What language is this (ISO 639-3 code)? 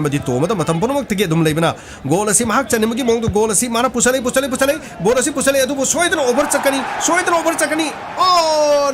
mni